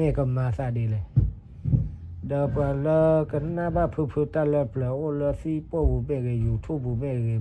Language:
S'gaw Karen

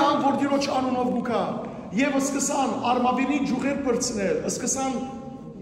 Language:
Western Armenian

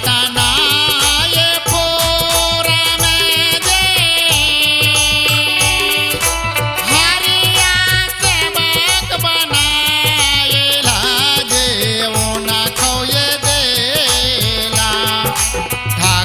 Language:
Bhojpuri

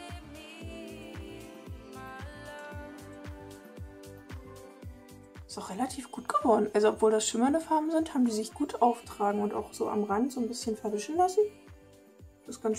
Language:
German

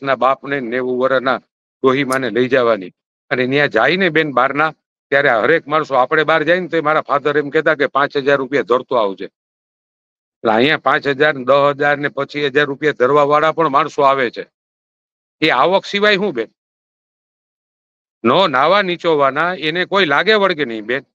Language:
Gujarati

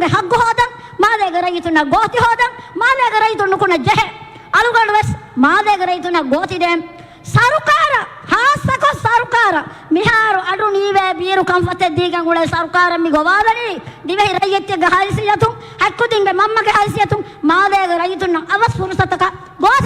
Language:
Divehi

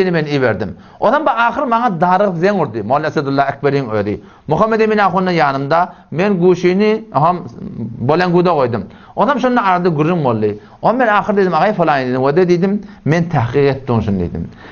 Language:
Turkmen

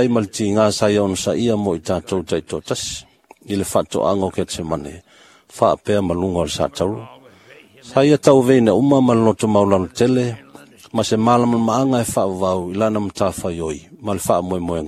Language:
Samoan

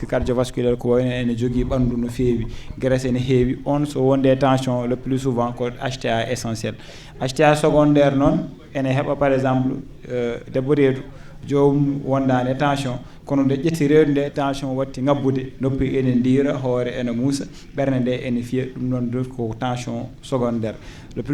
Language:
Fula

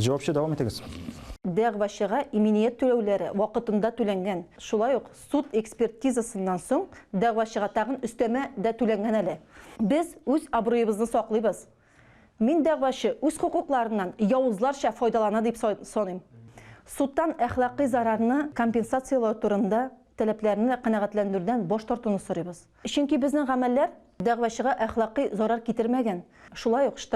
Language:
Tatar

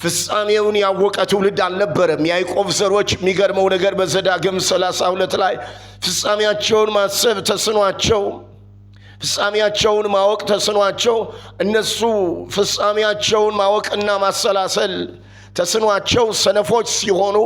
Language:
Amharic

